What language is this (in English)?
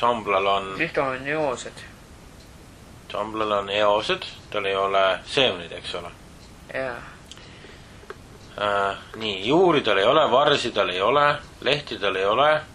Estonian